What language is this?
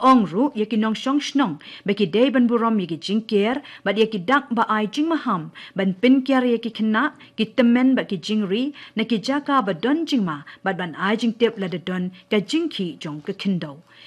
Khasi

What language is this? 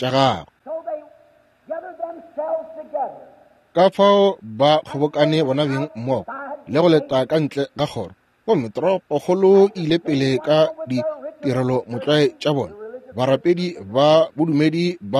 Northern Sotho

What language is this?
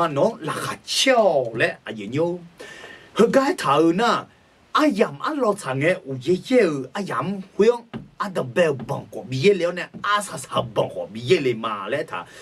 Akha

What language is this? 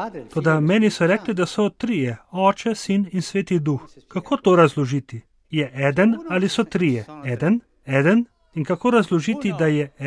Slovenian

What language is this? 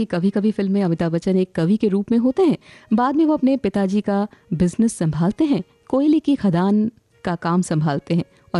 Hindi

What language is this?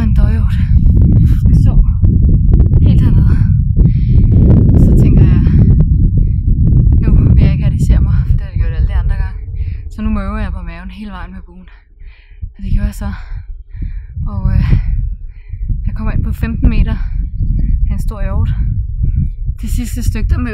Danish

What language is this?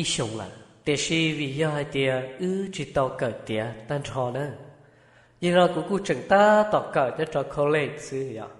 Hmong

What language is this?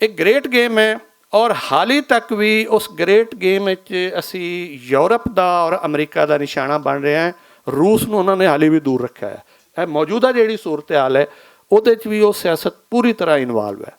Western Panjabi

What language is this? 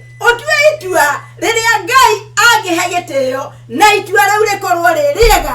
Kikuyu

